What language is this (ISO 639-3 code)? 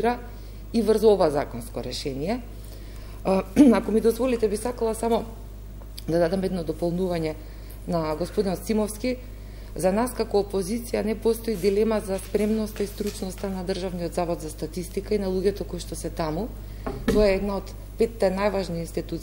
mkd